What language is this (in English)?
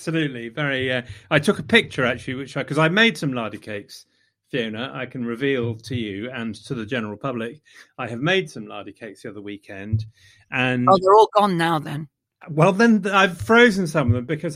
English